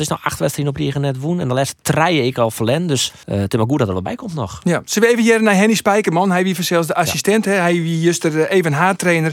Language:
Western Frisian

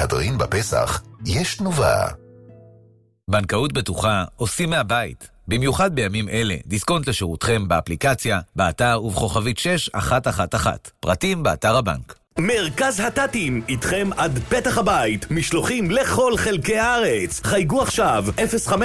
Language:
Hebrew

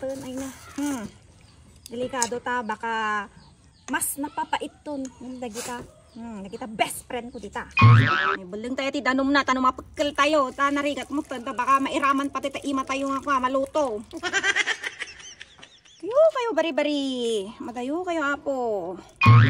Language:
Iloko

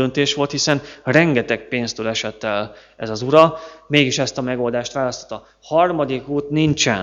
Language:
Hungarian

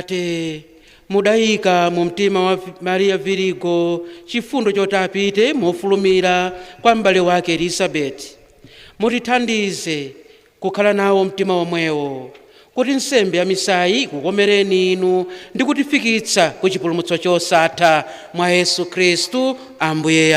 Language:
Nyanja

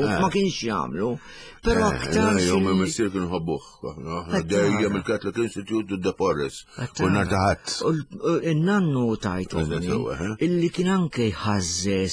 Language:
Maltese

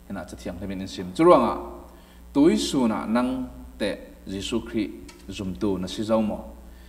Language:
Falam Chin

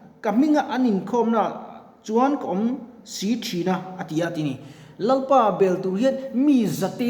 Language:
Mizo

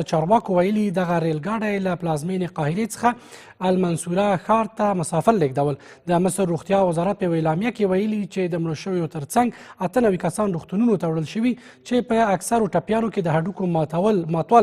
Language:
Pashto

